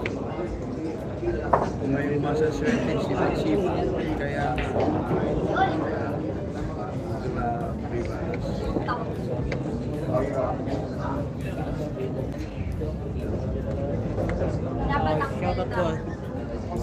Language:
Filipino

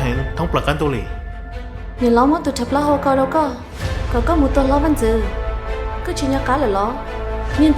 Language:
Hmong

